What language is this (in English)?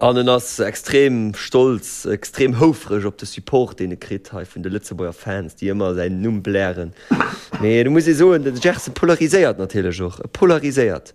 Luxembourgish